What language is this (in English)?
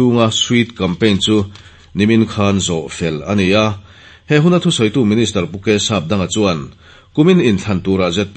Mizo